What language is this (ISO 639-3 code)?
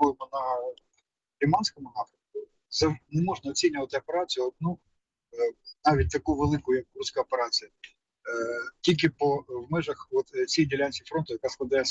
ukr